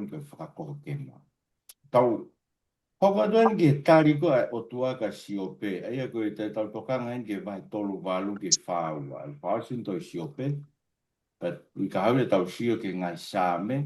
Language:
Tongan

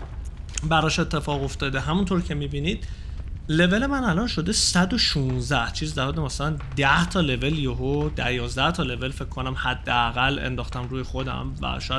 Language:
Persian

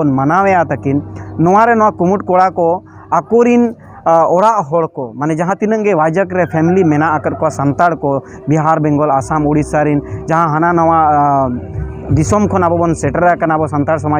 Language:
Santali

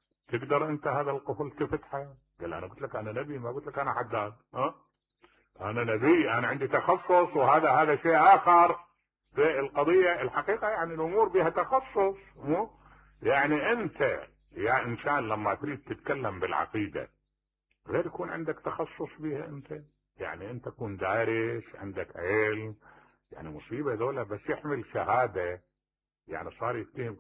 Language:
Mesopotamian Arabic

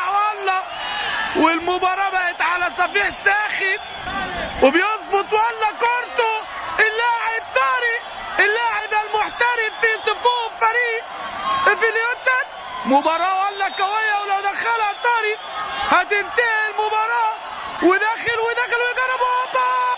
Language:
Egyptian Arabic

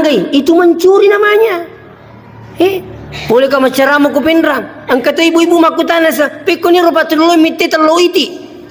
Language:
Buginese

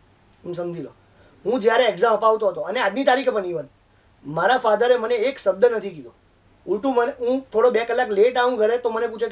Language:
Gujarati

